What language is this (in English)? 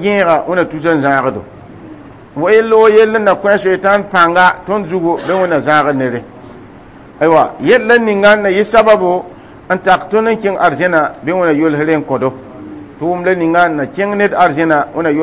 Mossi